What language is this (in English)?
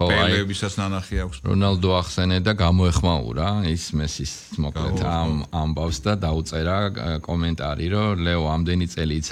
Georgian